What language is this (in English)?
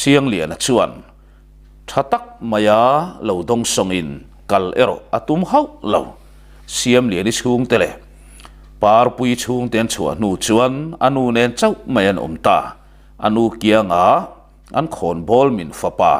Mizo